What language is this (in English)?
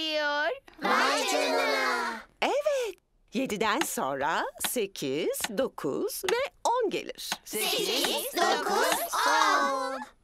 Turkish